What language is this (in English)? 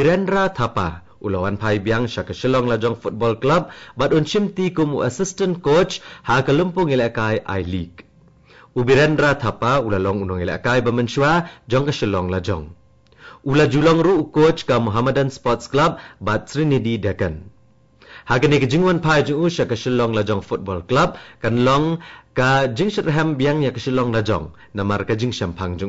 Khasi